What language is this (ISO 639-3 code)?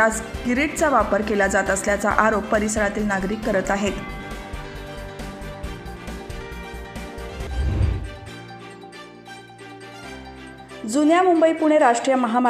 mar